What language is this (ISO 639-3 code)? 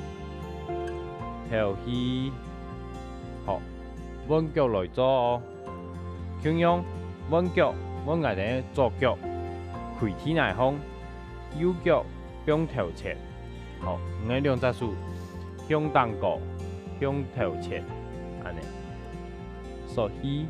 hak